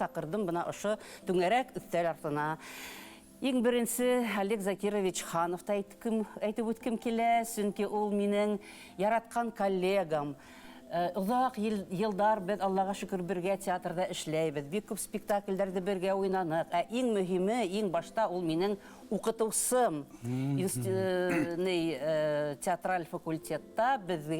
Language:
Bashkir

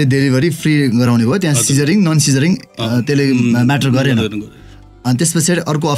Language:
Nepali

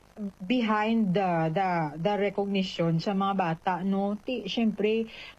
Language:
Hiligaynon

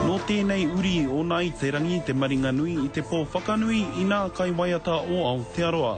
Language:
Māori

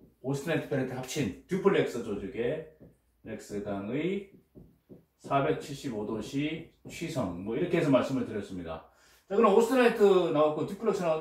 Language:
Korean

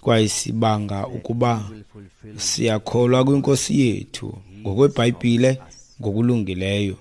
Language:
Xhosa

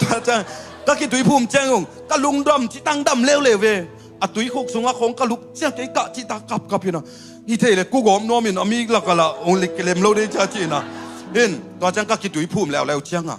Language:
Tedim Chin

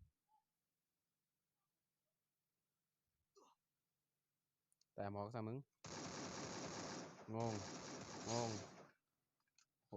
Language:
Lao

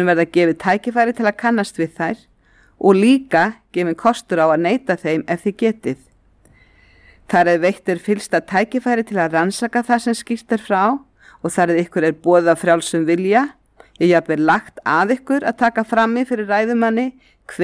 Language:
Icelandic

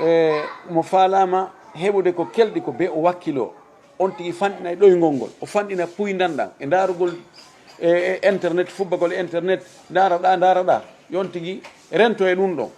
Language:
Fula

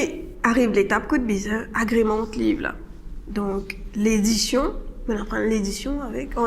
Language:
Morisyen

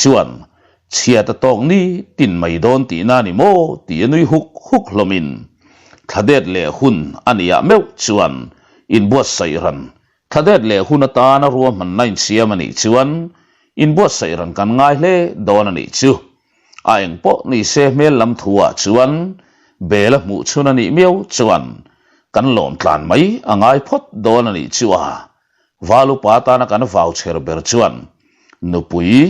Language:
Mizo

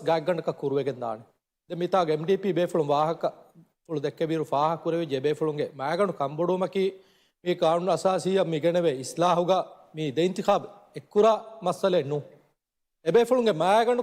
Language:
Divehi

